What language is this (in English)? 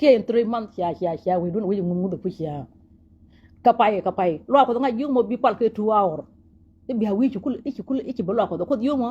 Nuer